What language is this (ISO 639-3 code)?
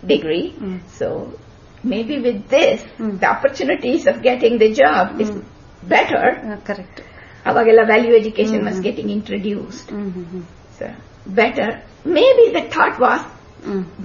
kan